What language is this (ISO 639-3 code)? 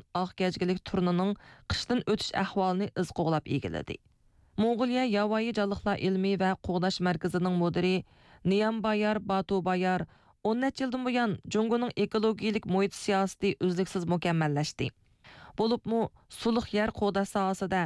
uig